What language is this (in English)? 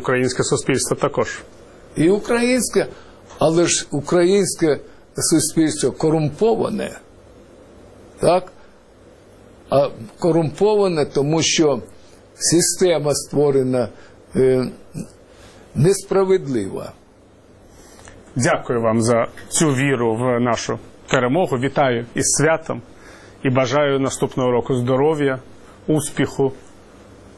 Ukrainian